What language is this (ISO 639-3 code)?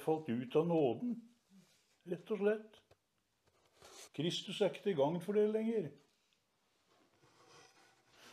nor